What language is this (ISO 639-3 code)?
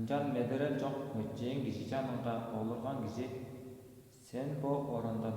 tyv